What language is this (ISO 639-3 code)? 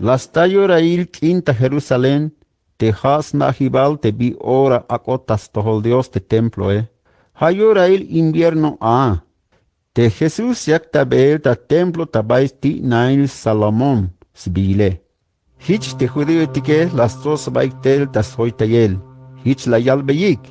tzh